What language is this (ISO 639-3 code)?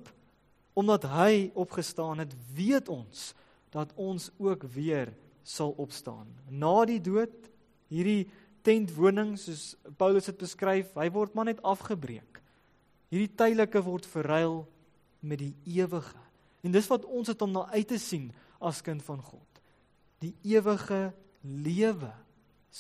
afr